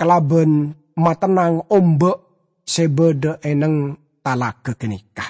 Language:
Madurese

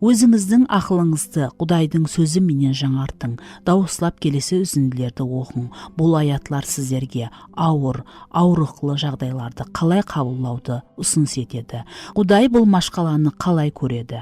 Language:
Kara-Kalpak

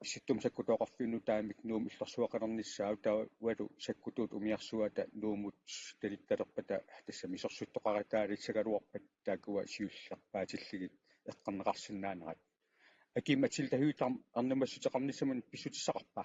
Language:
Kalaallisut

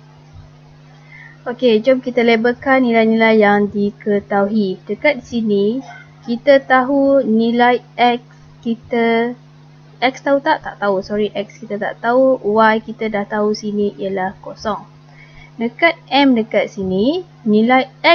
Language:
Malay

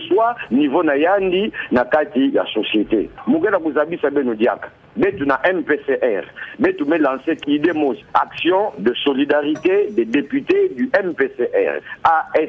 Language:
Kituba (Democratic Republic of Congo)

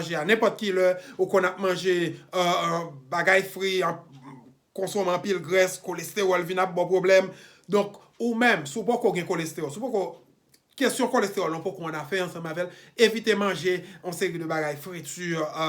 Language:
Haitian Creole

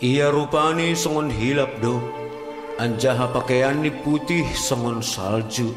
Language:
Batak Simalungun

